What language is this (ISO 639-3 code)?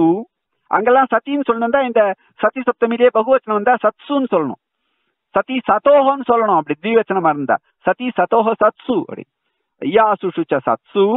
tam